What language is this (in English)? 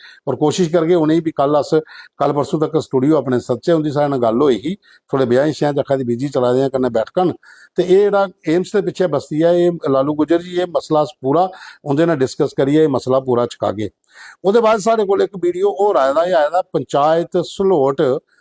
Dogri